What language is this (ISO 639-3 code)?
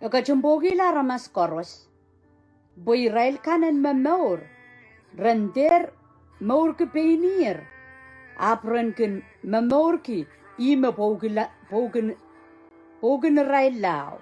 pon